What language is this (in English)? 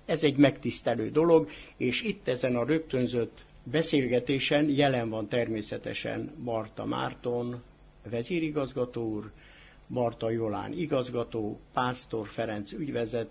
Hungarian